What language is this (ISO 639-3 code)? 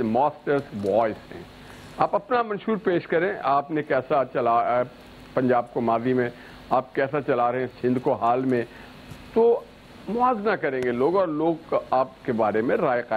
urd